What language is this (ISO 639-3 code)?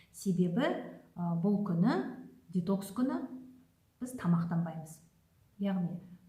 kaz